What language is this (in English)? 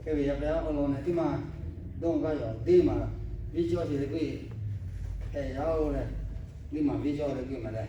Lahu